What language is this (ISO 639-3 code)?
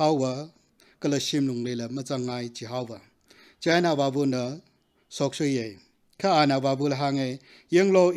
nmf